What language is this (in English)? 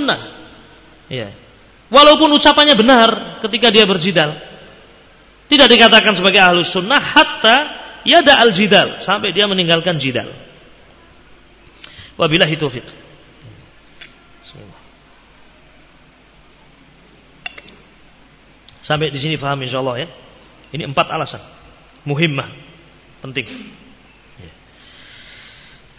Indonesian